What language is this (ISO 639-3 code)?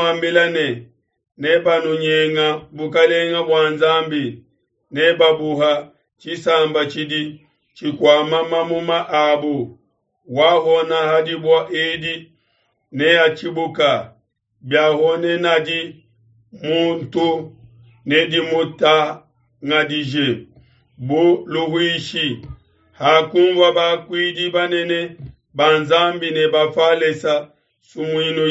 lua